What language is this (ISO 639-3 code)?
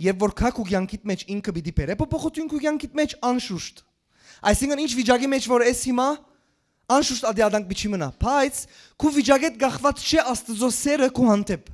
hyw